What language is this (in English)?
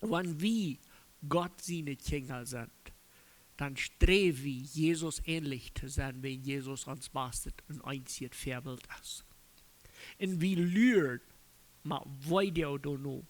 Plautdietsch